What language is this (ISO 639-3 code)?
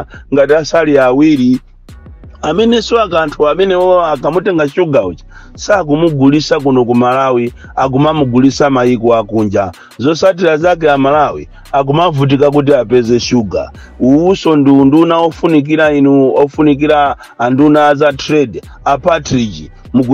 nya